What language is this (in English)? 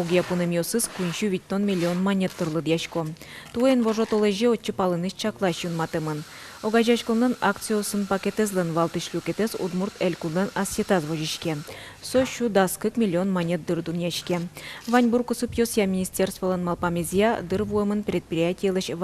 Udmurt